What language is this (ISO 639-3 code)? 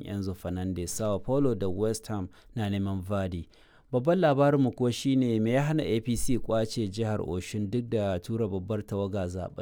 hau